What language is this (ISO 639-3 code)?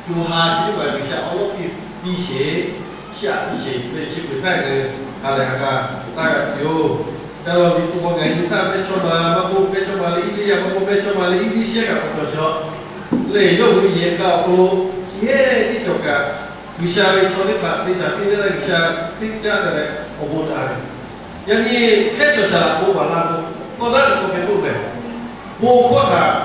lhu